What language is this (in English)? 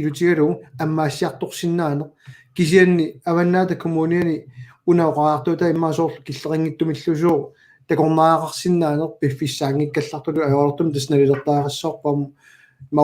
Kalaallisut